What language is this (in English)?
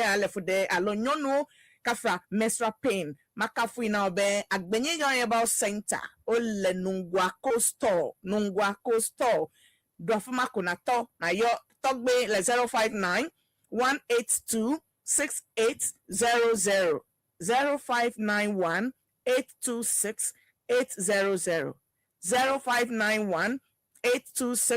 Ewe